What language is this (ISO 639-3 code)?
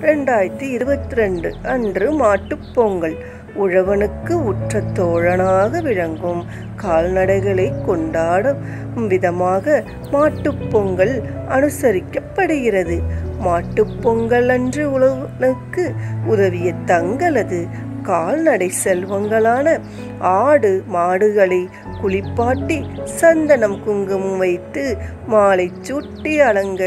tam